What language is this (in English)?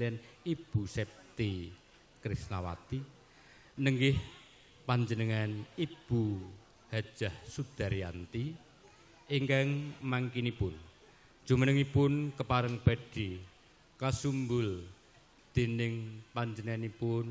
Javanese